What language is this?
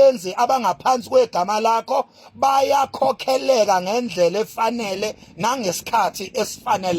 Zulu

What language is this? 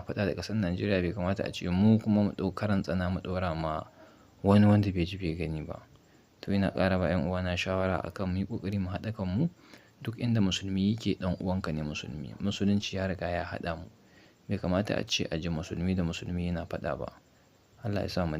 Hausa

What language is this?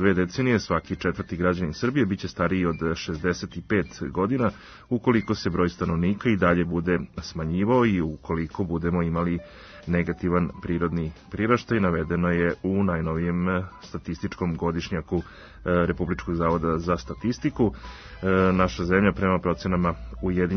Serbian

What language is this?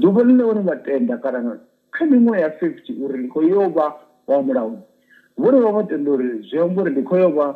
Venda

